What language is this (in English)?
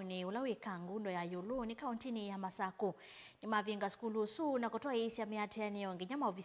Kamba